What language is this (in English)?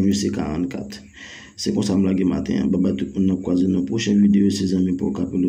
Haitian Creole